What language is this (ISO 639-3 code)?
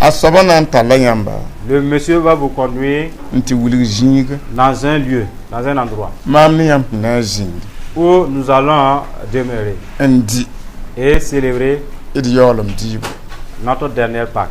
mos